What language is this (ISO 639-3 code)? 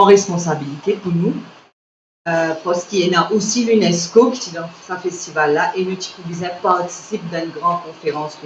mfe